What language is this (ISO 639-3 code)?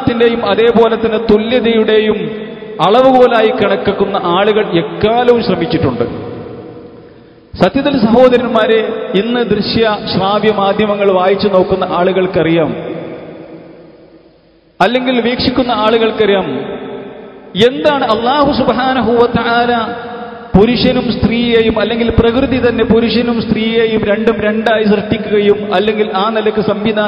mal